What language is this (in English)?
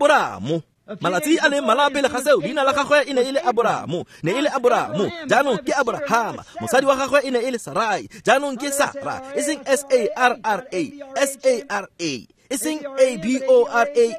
Tswana